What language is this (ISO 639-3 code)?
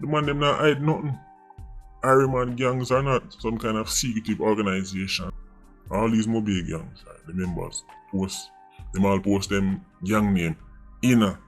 jam